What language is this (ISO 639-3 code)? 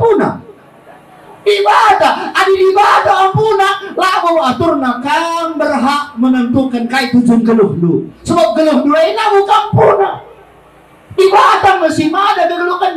btx